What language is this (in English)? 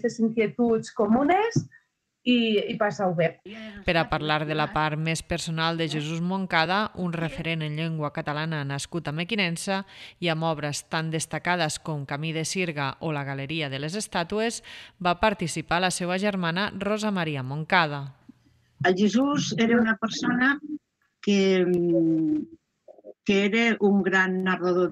Catalan